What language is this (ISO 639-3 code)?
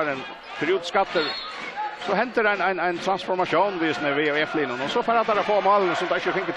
fao